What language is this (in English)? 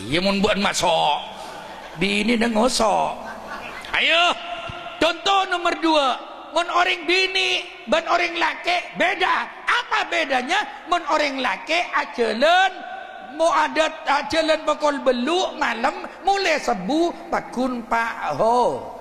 Madurese